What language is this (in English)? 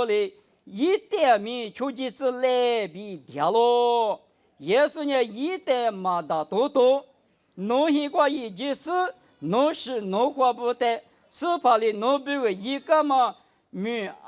Lisu